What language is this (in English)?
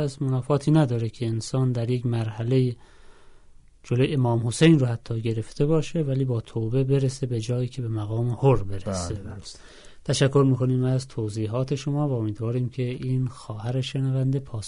Persian